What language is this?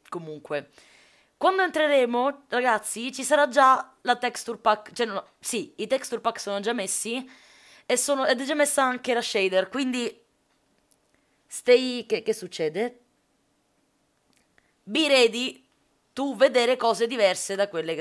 Italian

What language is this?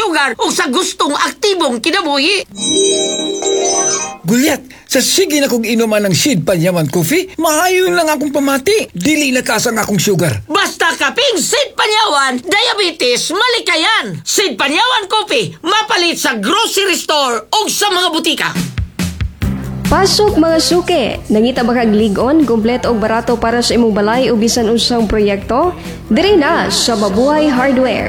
Cebuano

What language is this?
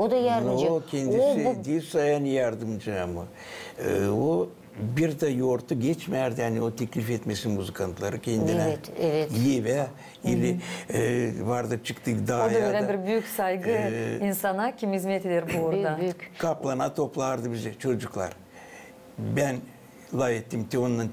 Gagauz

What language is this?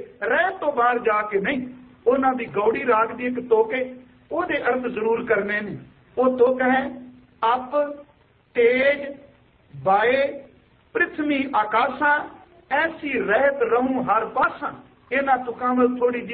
Punjabi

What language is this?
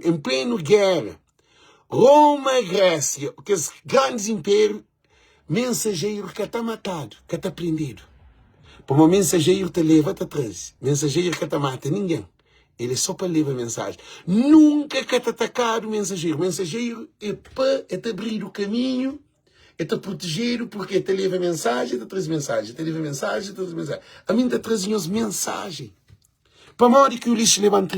Kabuverdianu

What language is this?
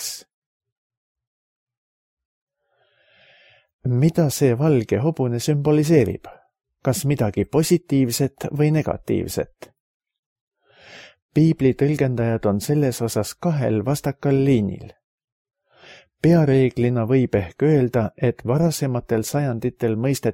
Estonian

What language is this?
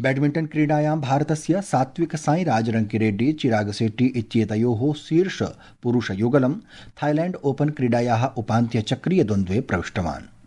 Sanskrit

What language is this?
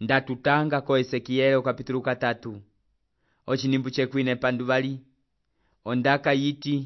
Umbundu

